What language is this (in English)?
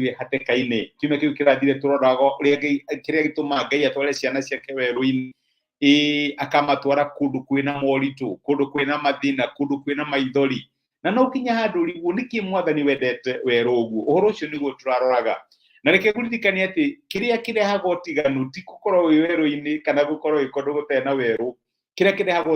Kikuyu